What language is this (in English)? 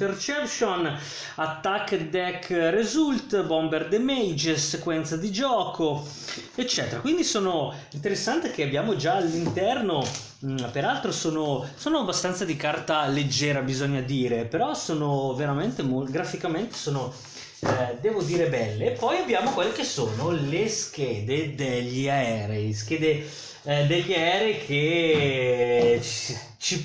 Italian